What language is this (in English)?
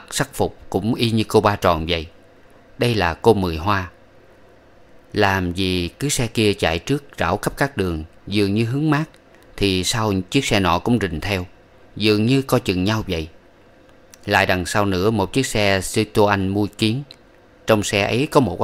Vietnamese